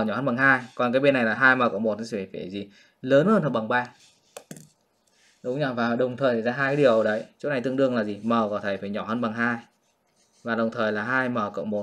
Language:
Vietnamese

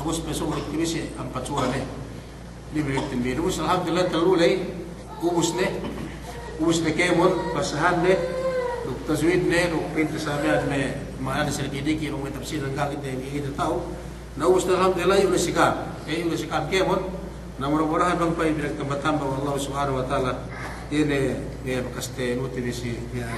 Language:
Yakan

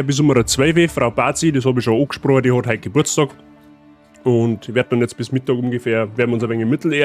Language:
Bavarian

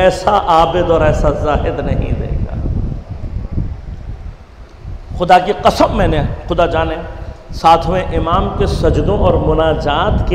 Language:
Urdu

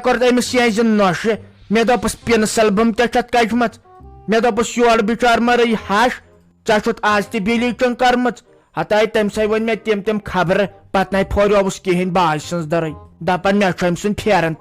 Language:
Kashmiri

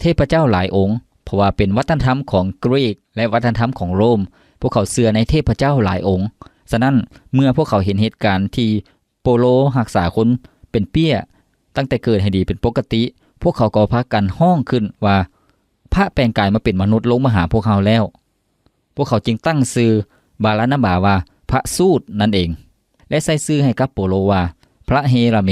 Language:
Lao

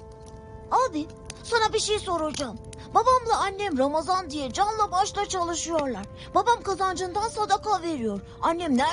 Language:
Turkish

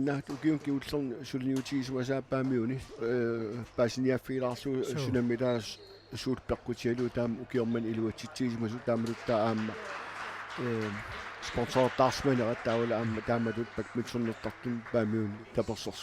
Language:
Kalaallisut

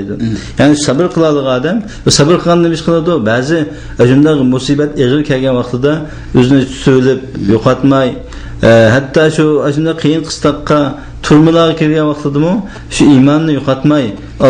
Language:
Uyghur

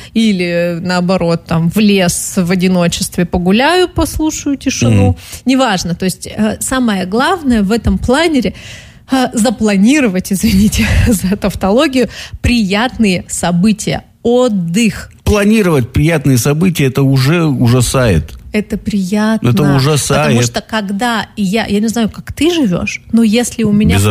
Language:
Russian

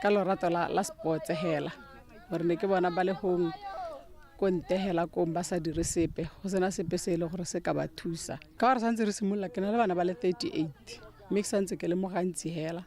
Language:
Tswana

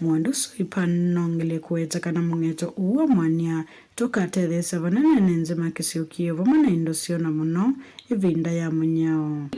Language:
Kamba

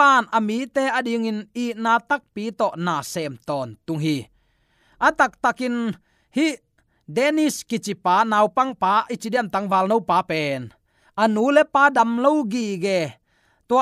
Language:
Tedim Chin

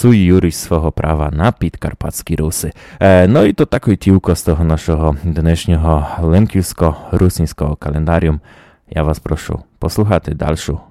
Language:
Rusyn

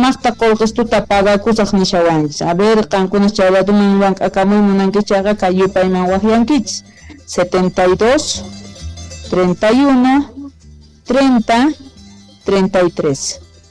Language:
South Bolivian Quechua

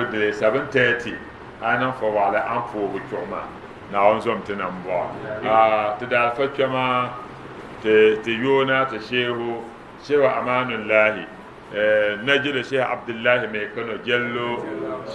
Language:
Dagbani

